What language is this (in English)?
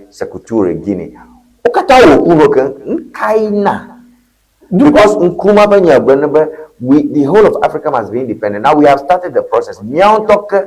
Ewe